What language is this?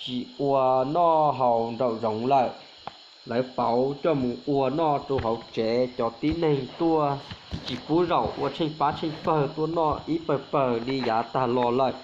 Hmong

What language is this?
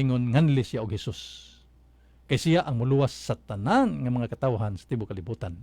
Cebuano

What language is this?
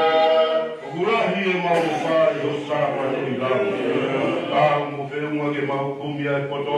Tongan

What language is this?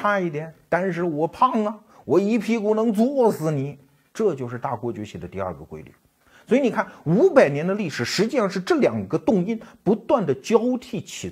Chinese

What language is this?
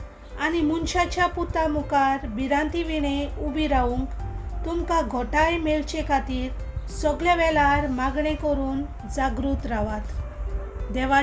Konkani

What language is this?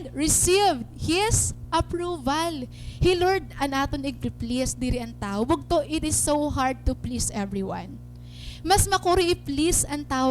Waray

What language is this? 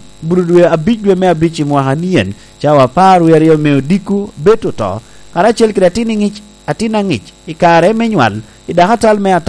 Lango (Uganda)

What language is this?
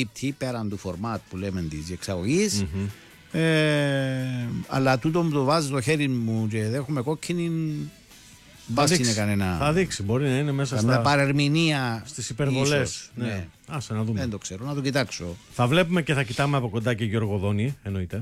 Greek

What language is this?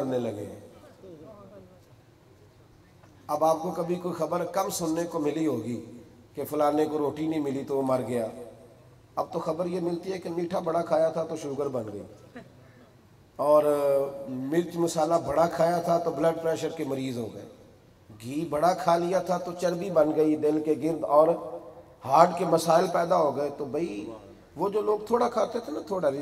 Urdu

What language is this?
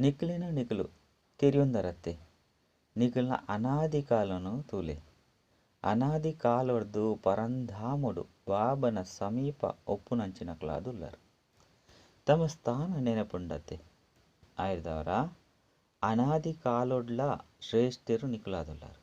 Tulu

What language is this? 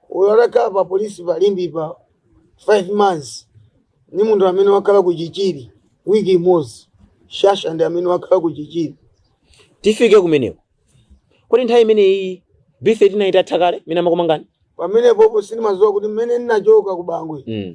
Nyanja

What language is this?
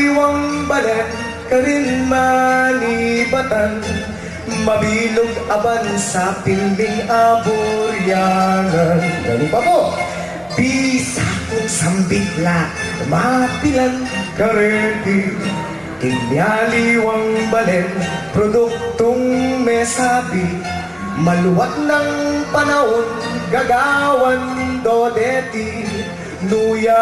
Pampanga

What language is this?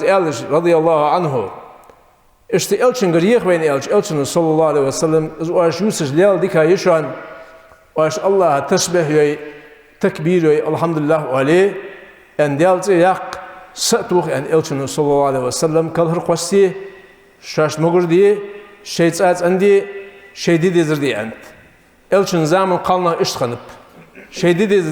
Ingush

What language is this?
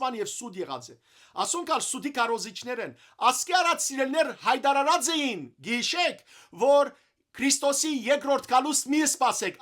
Western Armenian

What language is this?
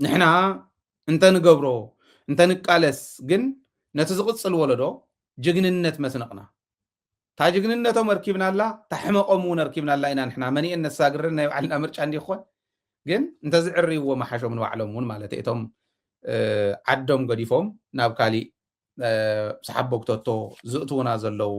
Tigrinya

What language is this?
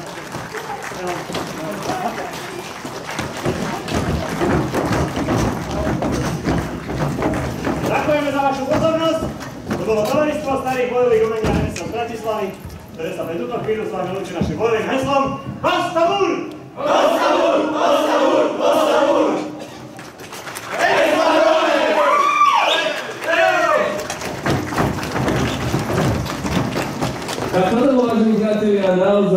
Slovak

